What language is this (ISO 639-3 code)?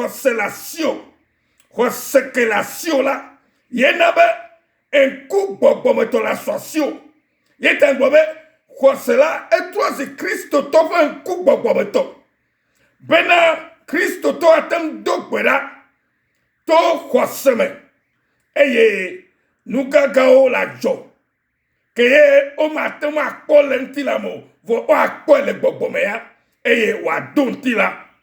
ewe